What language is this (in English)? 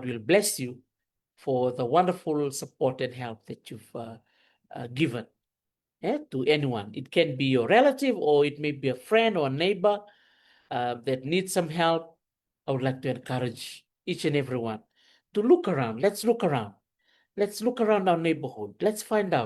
Fijian